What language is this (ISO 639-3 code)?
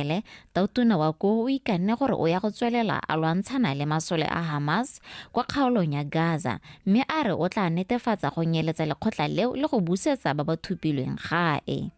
tsn